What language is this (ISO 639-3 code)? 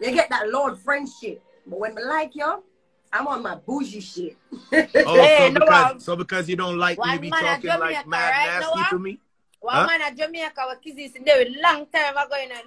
jam